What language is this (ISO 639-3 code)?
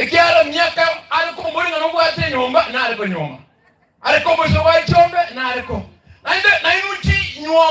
guz